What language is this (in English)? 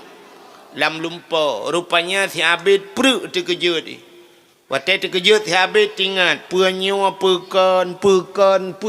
Achinese